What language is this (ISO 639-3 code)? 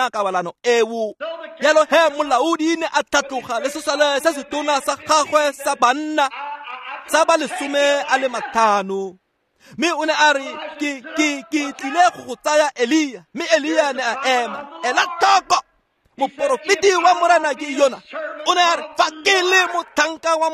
tsn